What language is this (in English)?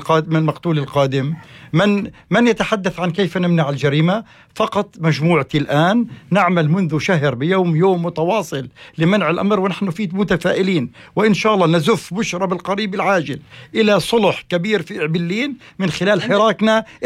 North Levantine Arabic